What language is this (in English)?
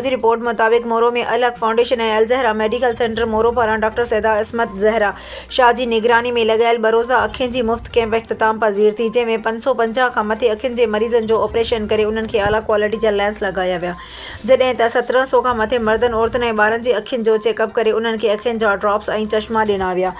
Sindhi